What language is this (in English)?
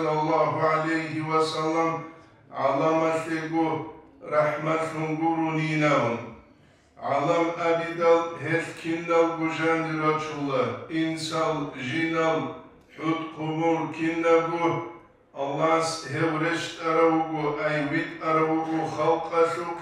Avaric